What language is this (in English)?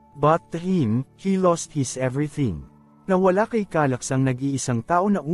Filipino